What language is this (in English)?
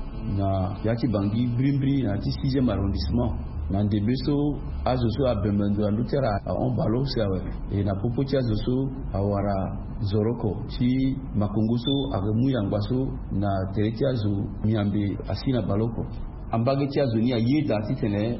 Sango